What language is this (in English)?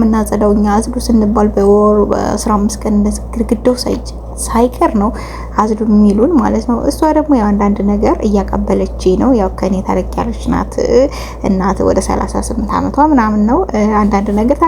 Amharic